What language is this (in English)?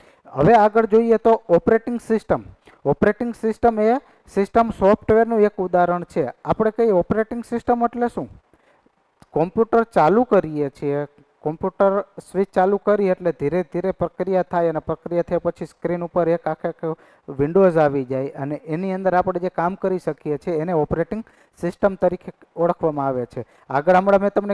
Gujarati